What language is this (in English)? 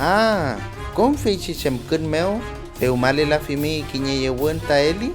Mapuche